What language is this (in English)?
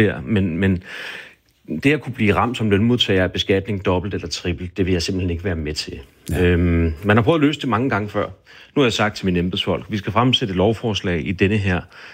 Danish